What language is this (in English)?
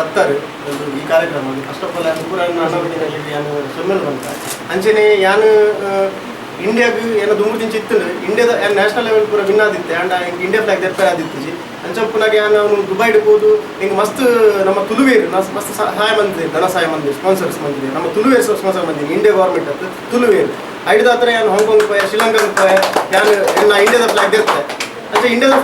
Tulu